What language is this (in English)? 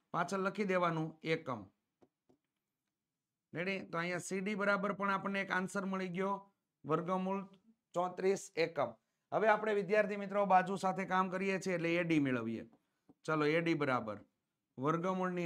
Gujarati